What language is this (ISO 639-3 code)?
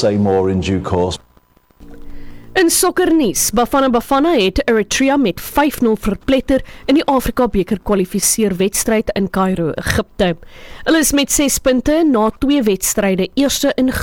afr